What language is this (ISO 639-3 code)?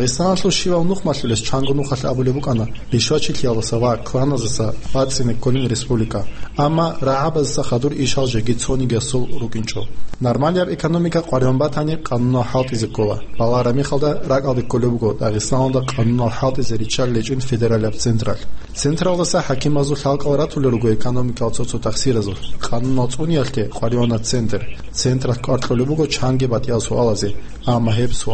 ava